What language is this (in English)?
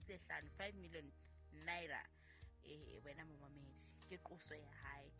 Southern Sotho